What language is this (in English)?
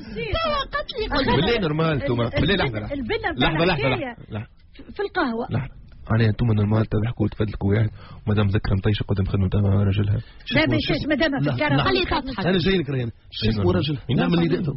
Tunisian Arabic